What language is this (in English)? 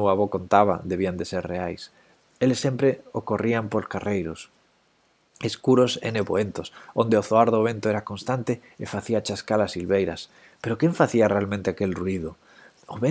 Galician